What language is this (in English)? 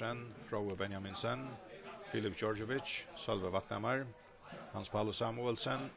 Faroese